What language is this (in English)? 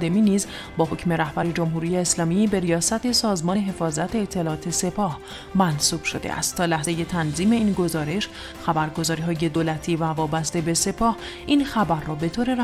Persian